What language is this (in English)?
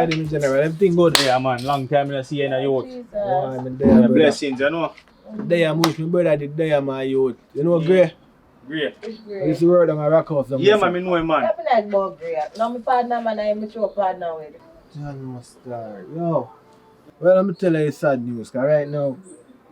Jamaican Creole English